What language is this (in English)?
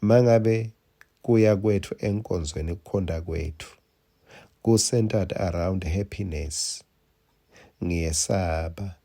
Swati